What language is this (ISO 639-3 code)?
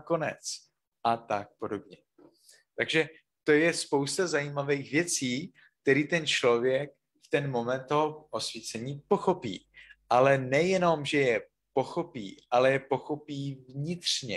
ces